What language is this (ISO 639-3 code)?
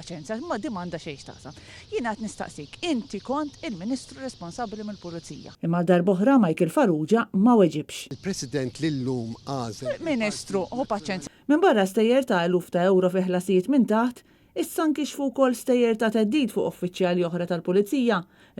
mlt